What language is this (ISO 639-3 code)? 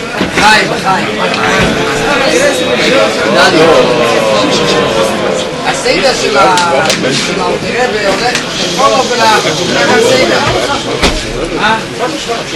heb